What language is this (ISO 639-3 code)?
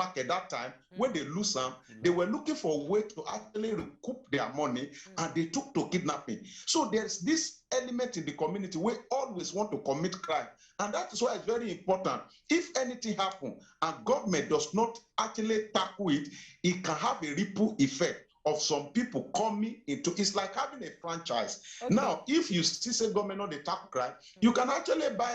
pcm